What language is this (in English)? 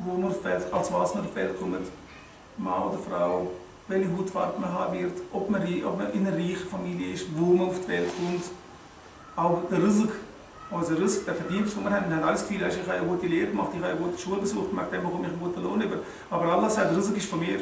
Swiss German